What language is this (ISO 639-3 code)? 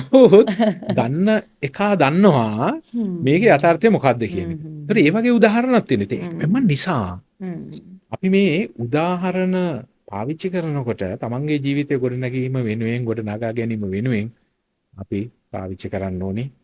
sin